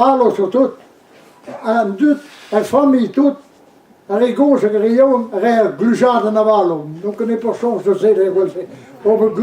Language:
Breton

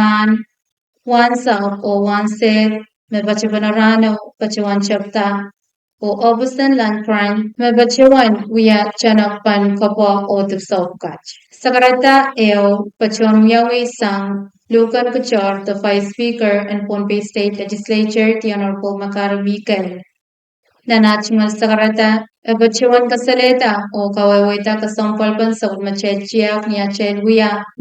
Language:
Pohnpeian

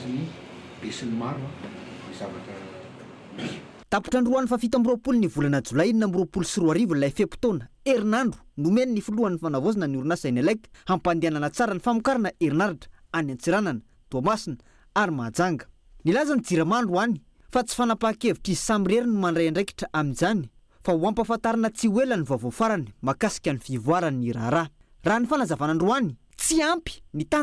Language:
Malagasy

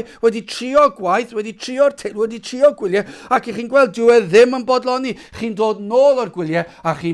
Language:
Welsh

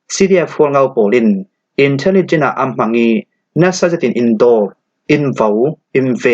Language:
Falam Chin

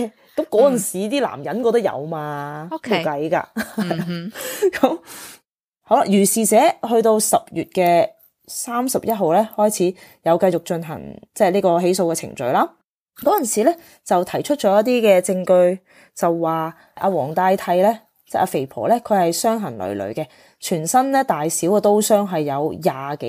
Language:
Cantonese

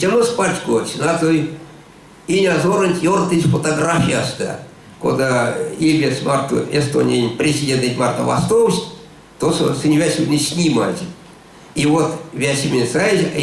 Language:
Erzya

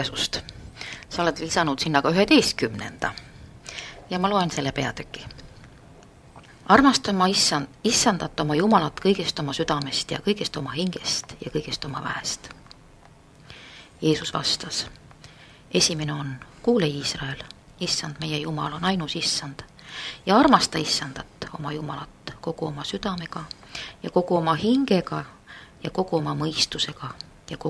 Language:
Estonian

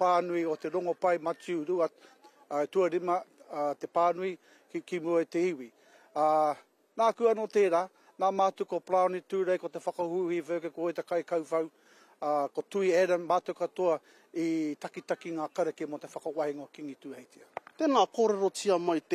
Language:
Māori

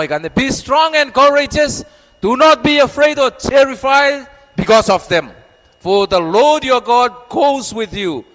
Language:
Gilbertese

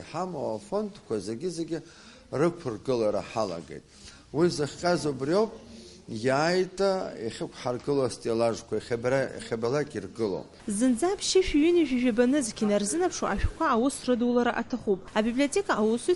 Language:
Abkhazian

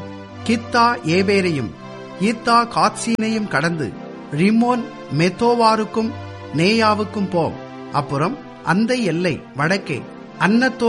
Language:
Tamil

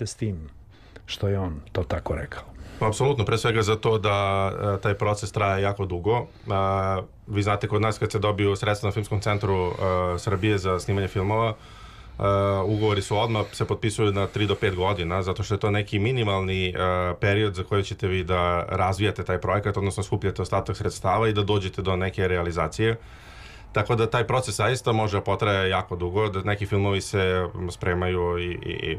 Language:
Serbian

